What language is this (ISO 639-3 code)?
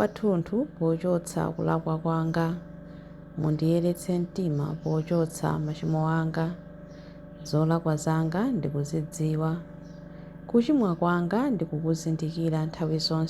nya